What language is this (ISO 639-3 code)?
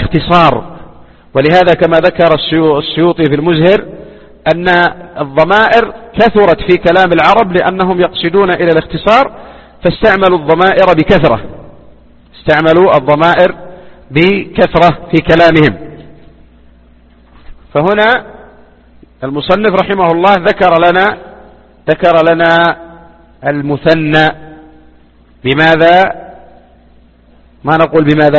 ara